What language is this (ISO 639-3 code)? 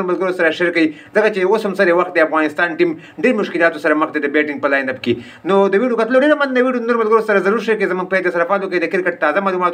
pus